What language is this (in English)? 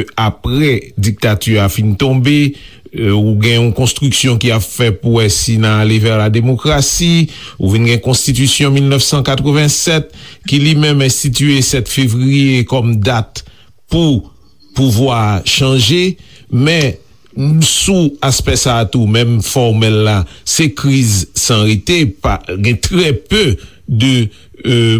Haitian Creole